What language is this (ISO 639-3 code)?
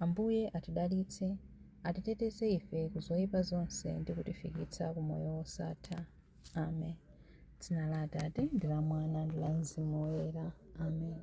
nya